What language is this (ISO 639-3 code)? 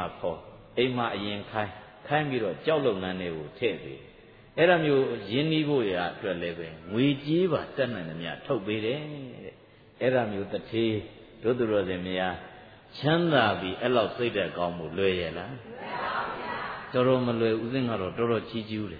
mya